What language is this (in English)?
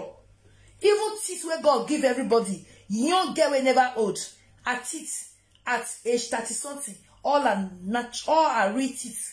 Nigerian Pidgin